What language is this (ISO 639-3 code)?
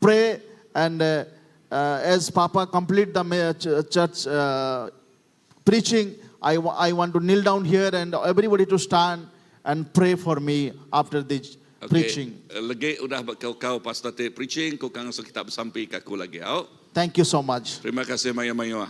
iba